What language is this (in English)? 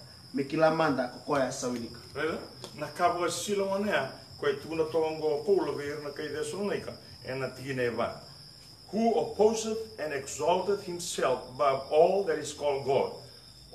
Fijian